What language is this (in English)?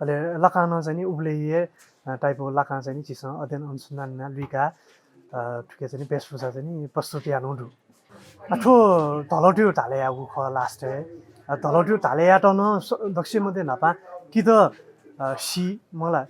Newari